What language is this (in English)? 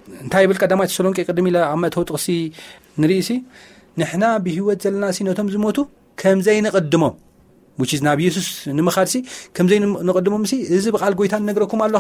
Tigrinya